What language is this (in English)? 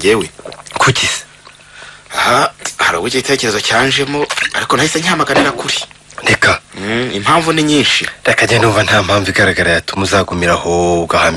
Kinyarwanda